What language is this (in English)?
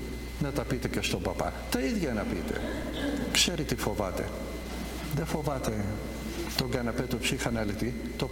Greek